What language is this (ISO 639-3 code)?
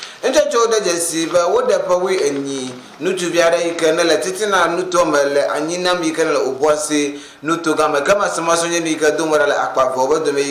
ewe